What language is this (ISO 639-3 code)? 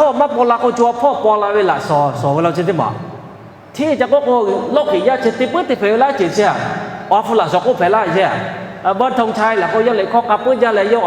lhu